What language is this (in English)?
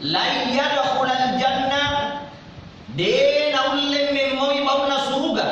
Buginese